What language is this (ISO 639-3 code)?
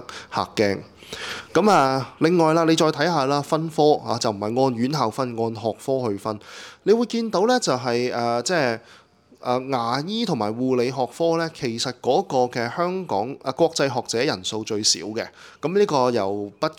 yue